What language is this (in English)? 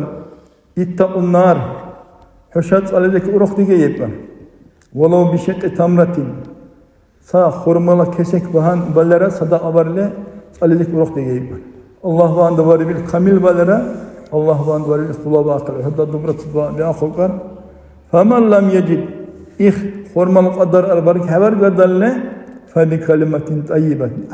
Dargwa